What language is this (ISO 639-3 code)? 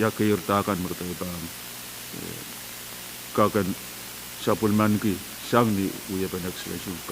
pon